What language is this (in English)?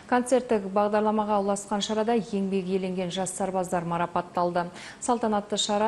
Kazakh